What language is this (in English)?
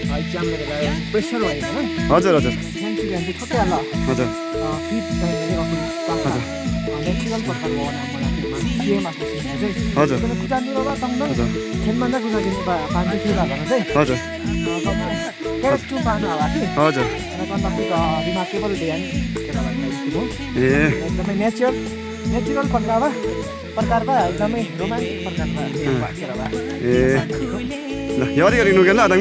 Limbu